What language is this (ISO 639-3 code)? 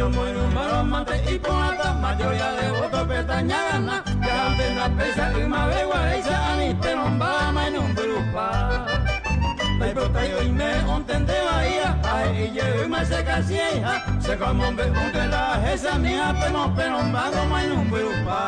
grn